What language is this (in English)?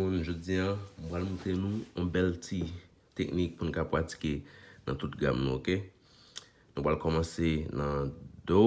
Haitian Creole